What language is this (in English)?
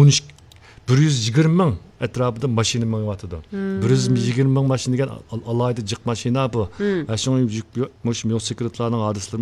Uyghur